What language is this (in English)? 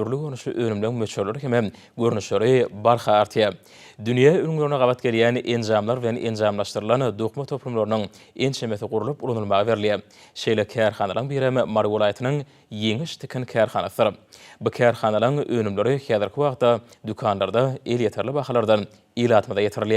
Turkmen